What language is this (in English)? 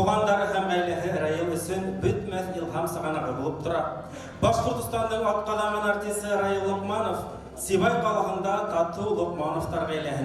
Bashkir